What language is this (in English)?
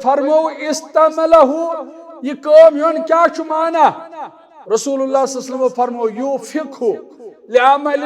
Kashmiri